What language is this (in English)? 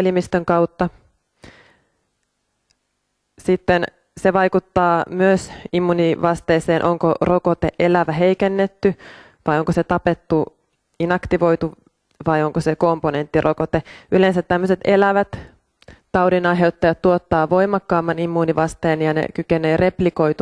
Finnish